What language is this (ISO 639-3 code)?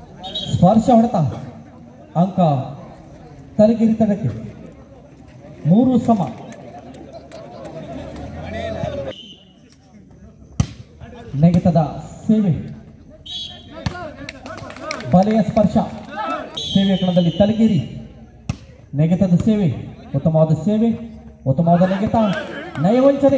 kan